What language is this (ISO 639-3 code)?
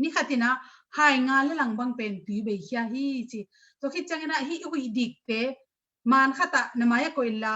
ctd